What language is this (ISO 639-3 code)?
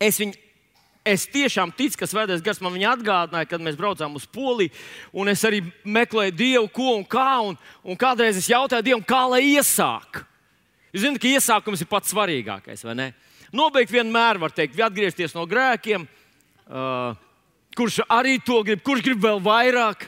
lav